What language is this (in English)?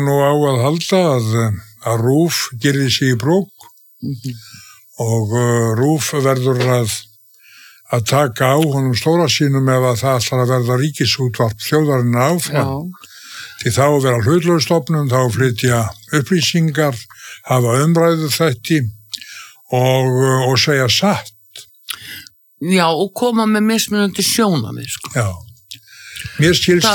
Icelandic